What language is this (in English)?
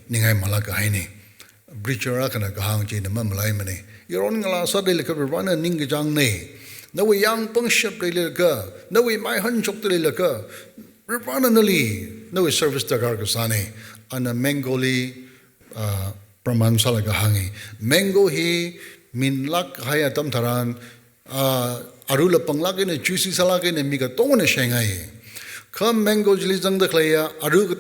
Tangkhul Naga (India)